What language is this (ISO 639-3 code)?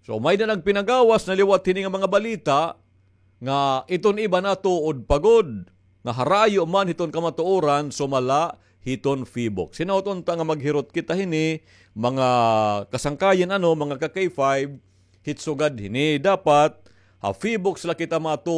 war